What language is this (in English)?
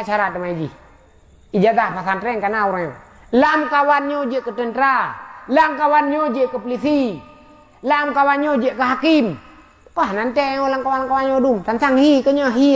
Achinese